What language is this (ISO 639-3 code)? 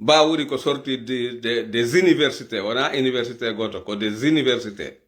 ful